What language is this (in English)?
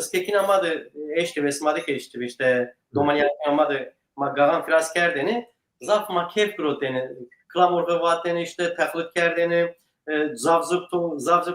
Zaza